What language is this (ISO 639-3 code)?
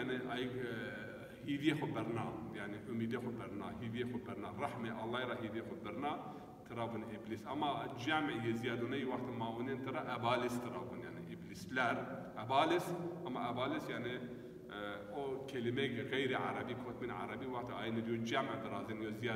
zza